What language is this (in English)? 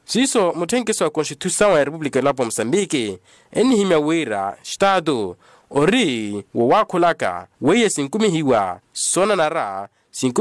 Makhuwa